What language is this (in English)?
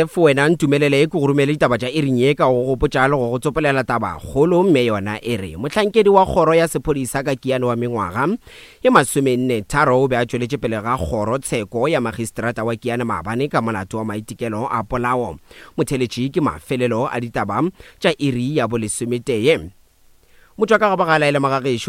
Northern Sotho